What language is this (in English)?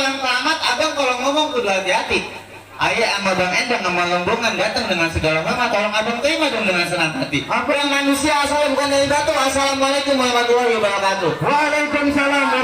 Betawi